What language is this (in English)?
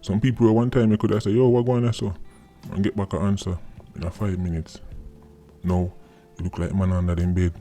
Jamaican Creole English